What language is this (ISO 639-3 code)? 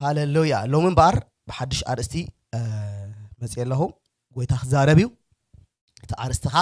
tir